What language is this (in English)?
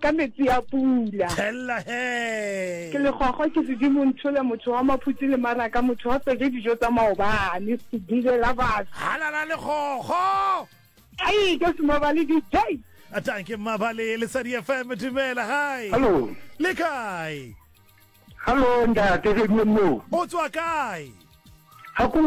Southern Sotho